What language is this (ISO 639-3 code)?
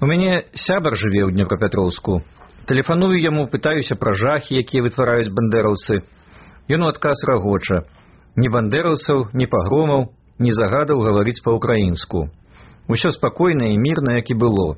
bel